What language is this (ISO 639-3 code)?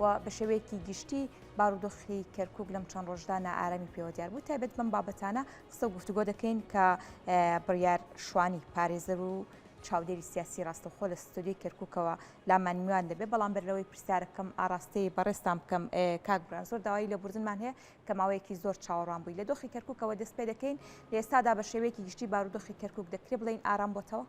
ckb